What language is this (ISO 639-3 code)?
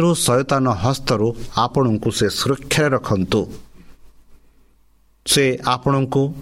ori